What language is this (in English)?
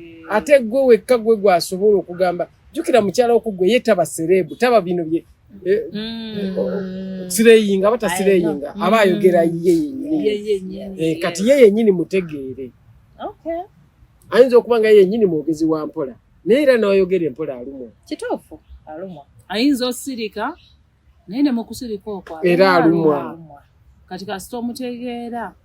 Ganda